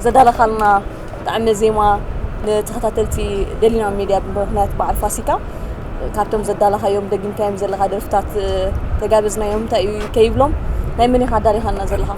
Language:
Tigrinya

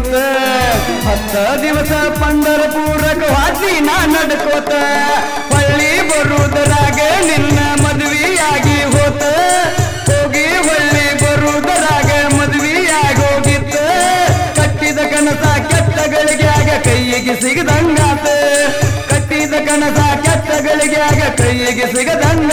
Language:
Kannada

